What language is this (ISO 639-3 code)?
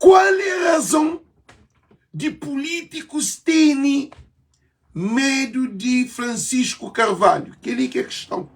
kea